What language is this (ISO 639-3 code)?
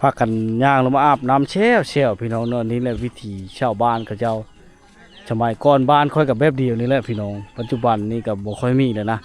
lao